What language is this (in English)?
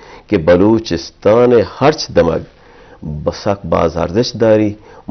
Eastern Balochi